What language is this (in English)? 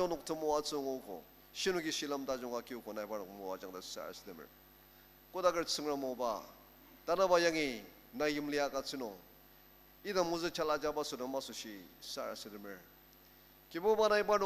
Ao Naga